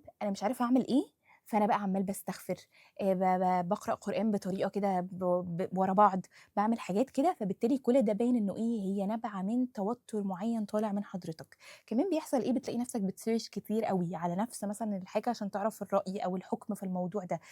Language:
Egyptian Arabic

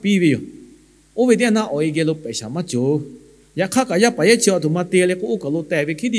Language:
Lahu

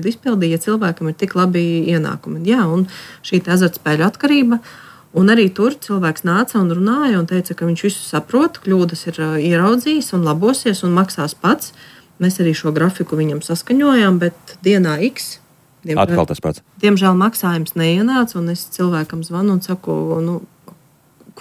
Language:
Latvian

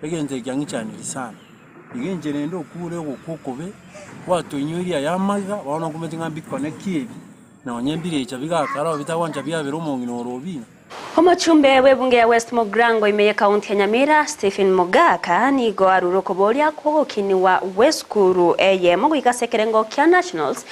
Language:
Gusii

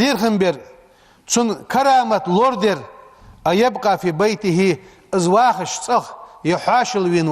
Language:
Ingush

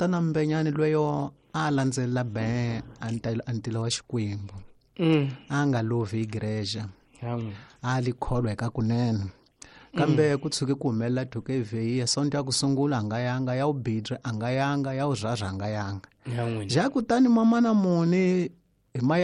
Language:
Tsonga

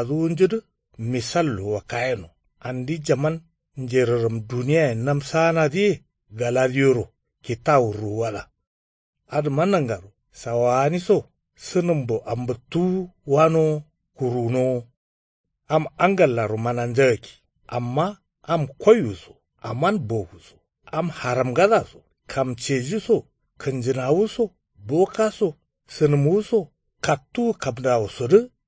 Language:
Kanuri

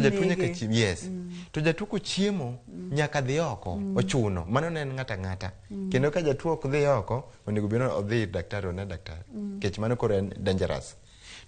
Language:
Luo (Kenya and Tanzania)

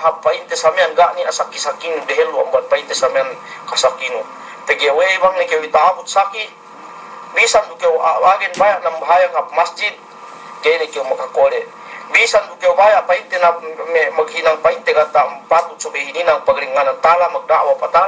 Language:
Yakan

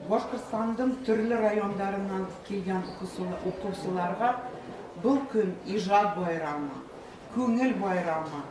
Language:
Bashkir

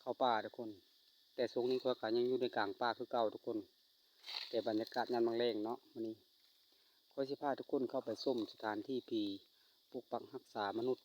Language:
Lao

